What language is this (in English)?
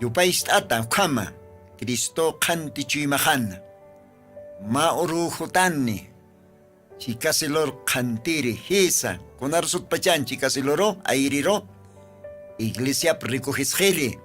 Aymara